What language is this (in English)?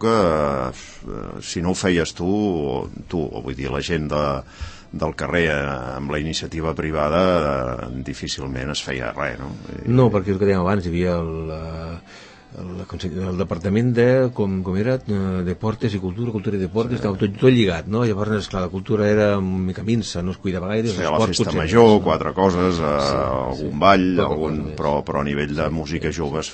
Catalan